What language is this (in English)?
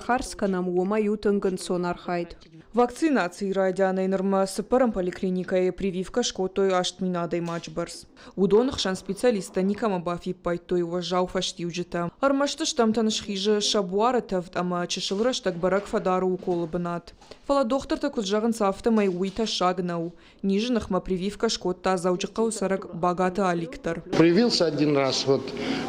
Ossetic